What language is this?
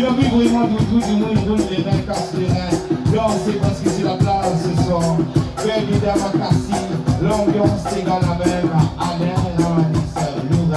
Morisyen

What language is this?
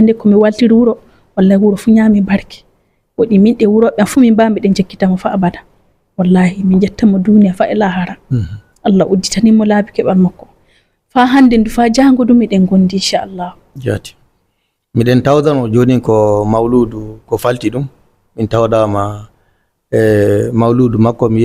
Fula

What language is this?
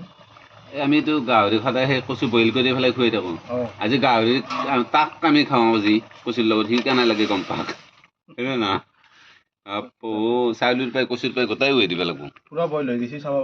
Assamese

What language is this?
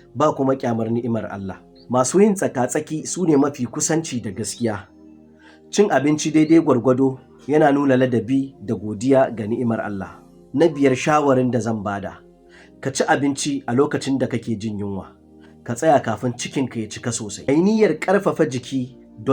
Hausa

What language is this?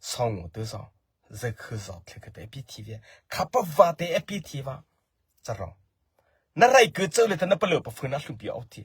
Mara Chin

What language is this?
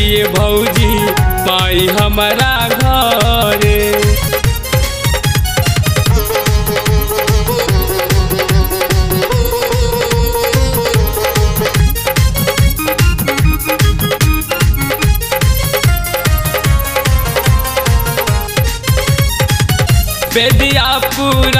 Bhojpuri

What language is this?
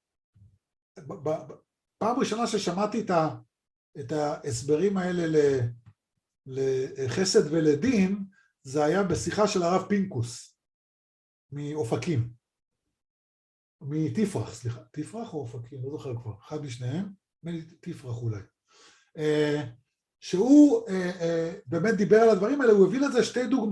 Hebrew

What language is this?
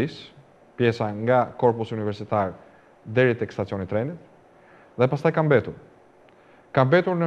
Albanian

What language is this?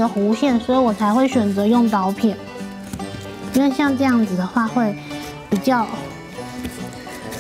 Chinese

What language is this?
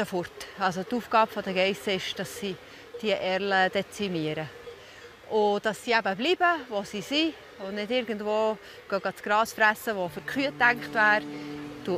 Swiss German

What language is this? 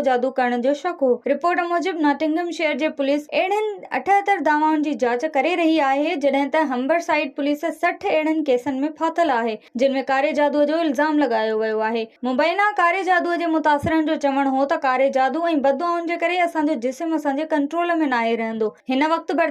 Sindhi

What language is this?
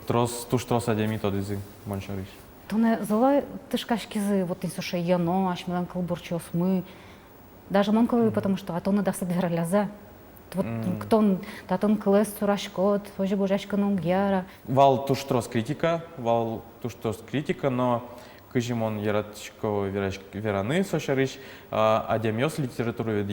Udmurt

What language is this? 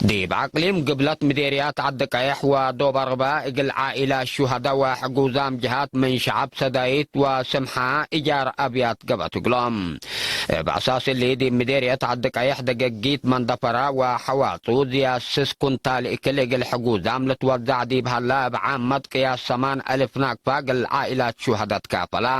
Tigre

